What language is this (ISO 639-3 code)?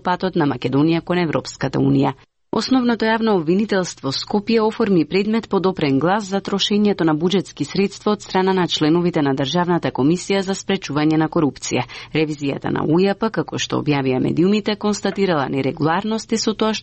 mkd